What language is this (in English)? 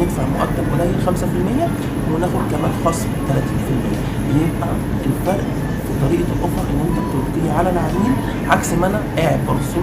Egyptian Arabic